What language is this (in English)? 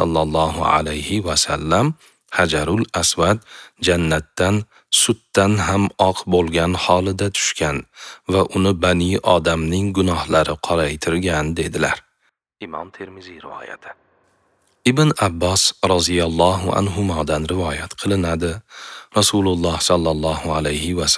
Uzbek